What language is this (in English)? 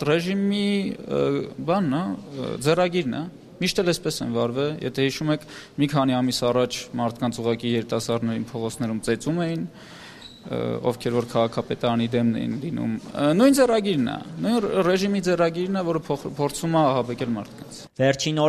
Armenian